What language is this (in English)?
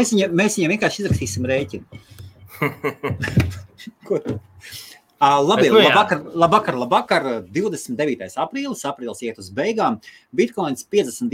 Latvian